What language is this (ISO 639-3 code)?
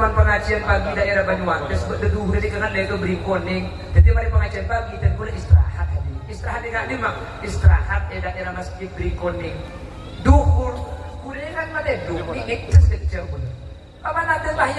mad